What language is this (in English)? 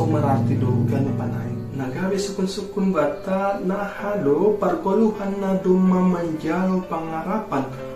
Batak Simalungun